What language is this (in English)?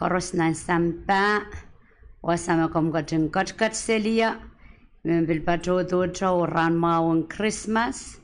Pohnpeian